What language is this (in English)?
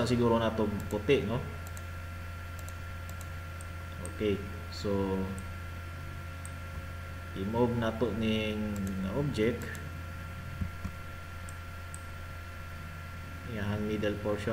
Cebuano